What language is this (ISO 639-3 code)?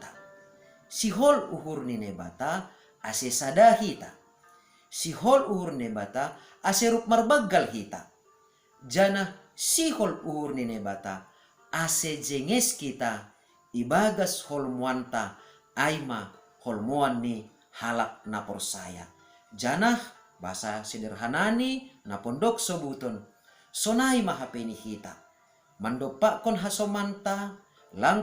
bts